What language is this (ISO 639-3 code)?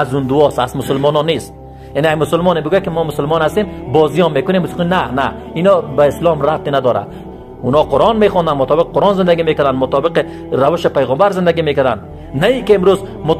fas